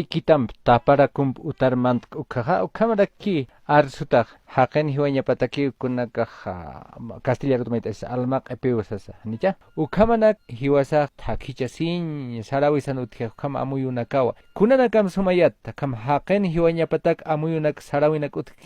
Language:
Aymara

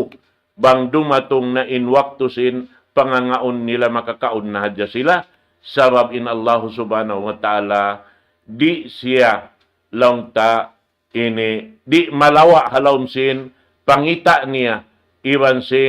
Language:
Tausug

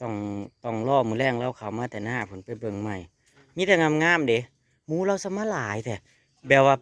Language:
Northeastern Thai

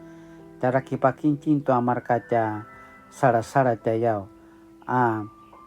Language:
Paiwan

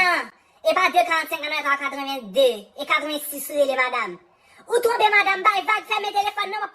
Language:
Haitian Creole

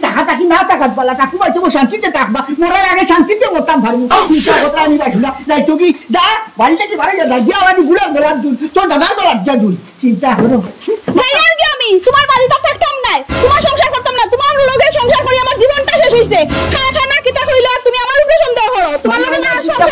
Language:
Sylheti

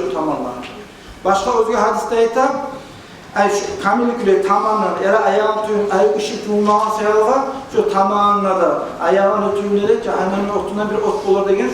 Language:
Kumyk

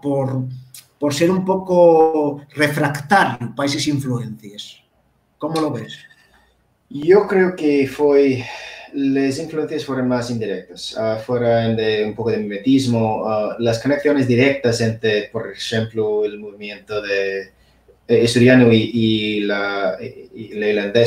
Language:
Asturian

